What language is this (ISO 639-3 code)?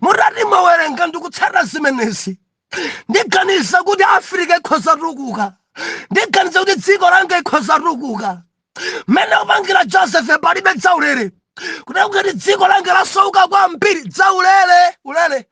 nya